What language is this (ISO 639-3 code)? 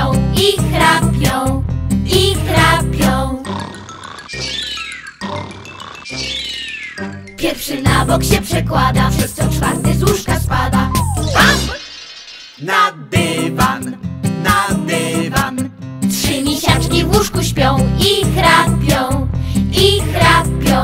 pol